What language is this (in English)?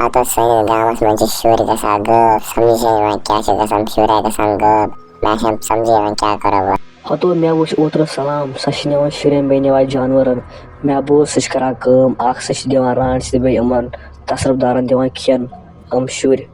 Kashmiri